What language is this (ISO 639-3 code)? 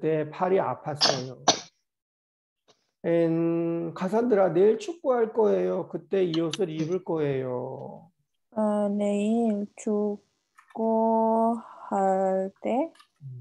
kor